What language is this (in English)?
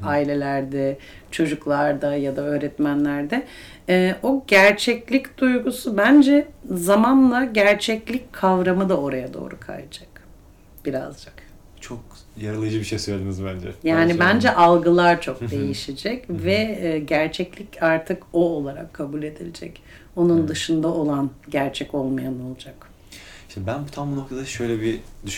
Turkish